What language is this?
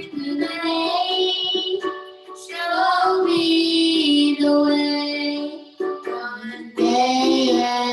Marshallese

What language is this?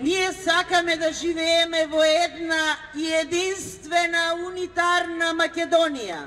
Macedonian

